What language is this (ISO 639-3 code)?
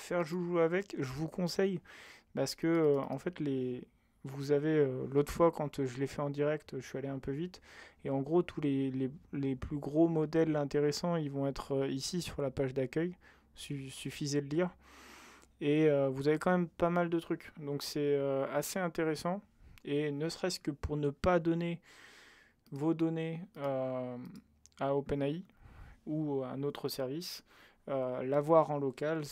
fra